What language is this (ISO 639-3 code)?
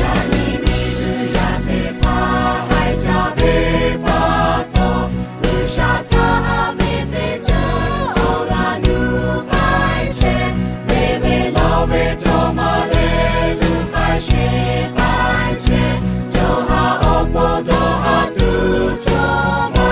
lhu